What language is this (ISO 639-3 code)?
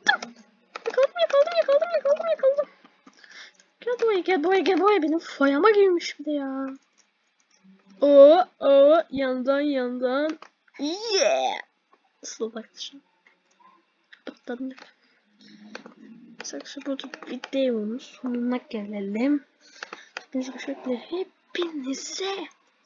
tur